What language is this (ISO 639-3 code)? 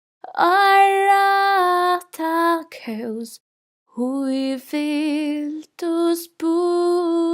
fao